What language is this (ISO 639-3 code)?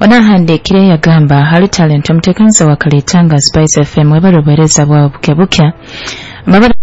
nyo